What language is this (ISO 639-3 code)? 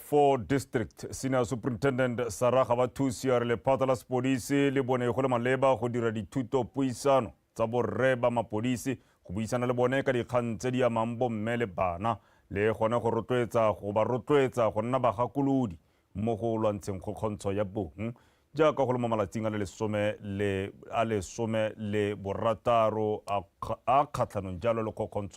tsn